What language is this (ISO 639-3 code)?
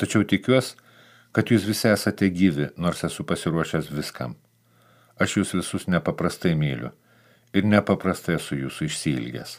lit